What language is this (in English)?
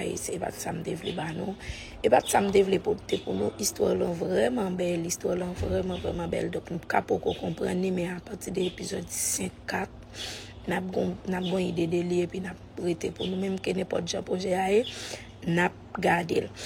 Haitian Creole